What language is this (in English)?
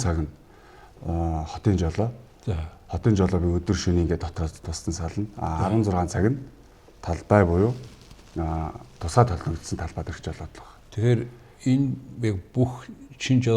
Mongolian